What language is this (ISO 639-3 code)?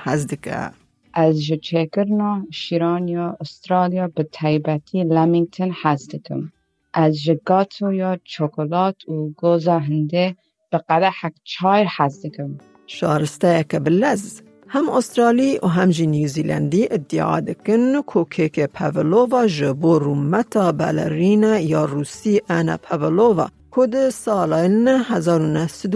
kur